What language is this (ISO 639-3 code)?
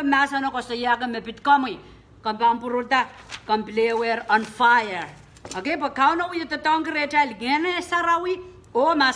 pon